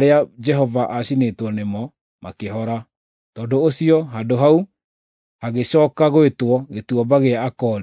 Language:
Kikuyu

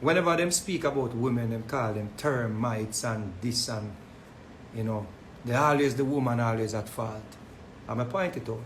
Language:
Jamaican Creole English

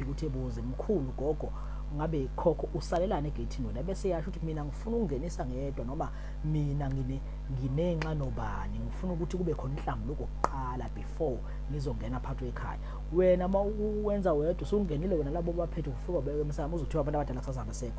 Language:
Zulu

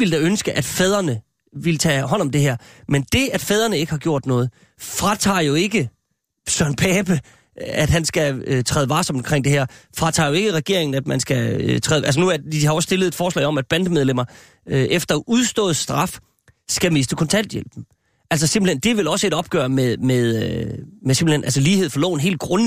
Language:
Danish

